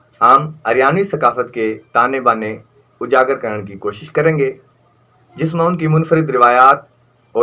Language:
Haryanvi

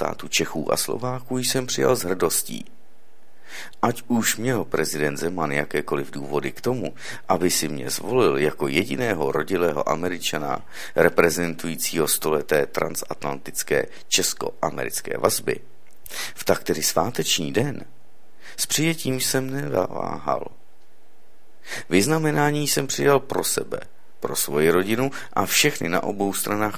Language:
Czech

